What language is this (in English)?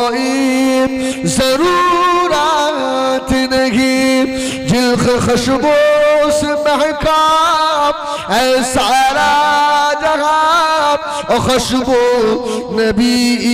Bangla